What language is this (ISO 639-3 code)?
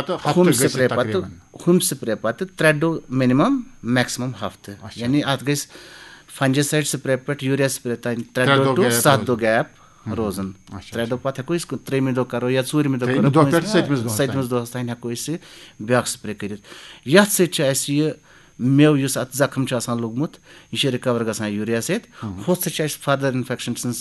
kas